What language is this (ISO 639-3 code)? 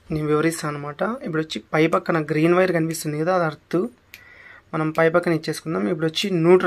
tel